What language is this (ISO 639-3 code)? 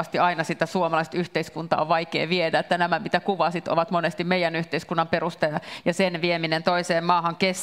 fin